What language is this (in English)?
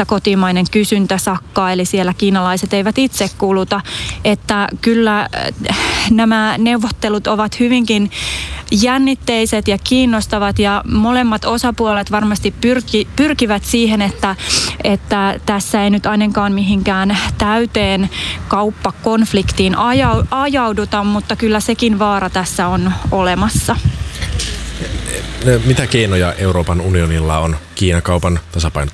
Finnish